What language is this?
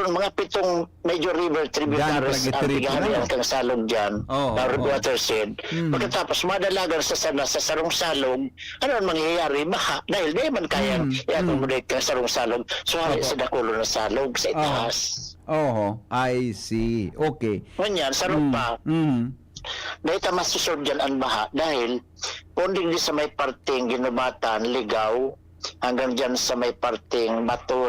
Bikol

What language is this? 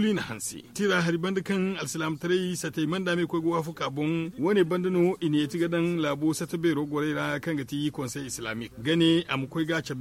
Zarma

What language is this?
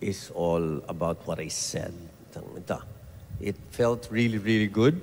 Pampanga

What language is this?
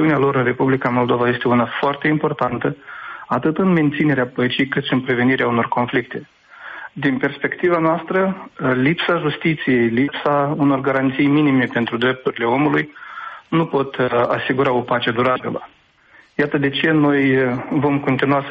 Romanian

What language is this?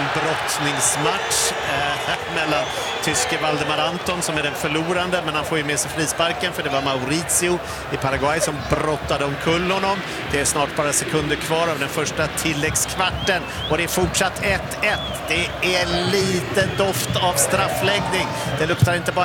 Swedish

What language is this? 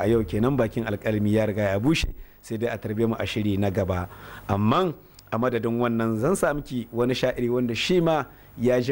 Hausa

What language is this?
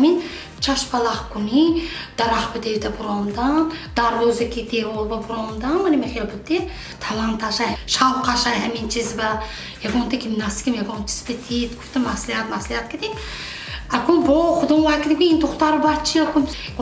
Tajik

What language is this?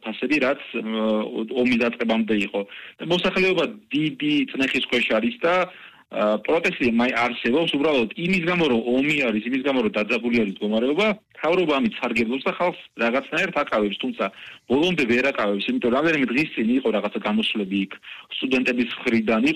Georgian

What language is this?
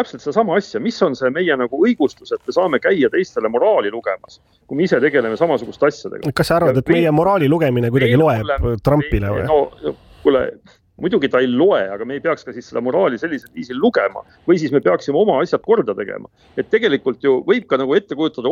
Estonian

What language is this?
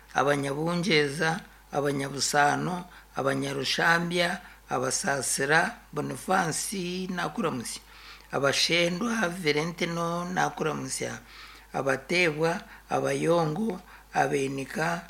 Nyankole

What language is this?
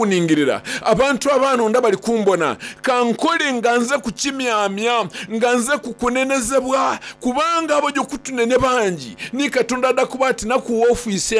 Soga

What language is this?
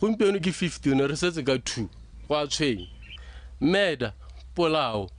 Tswana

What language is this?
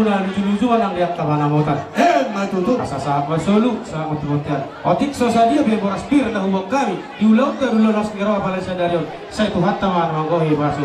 Batak Toba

